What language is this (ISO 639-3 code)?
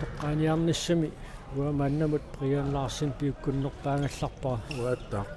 kal